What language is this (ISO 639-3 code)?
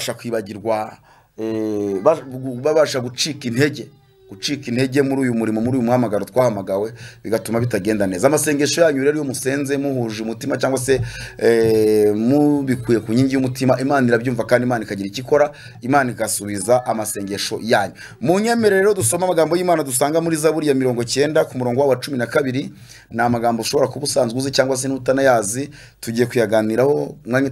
kin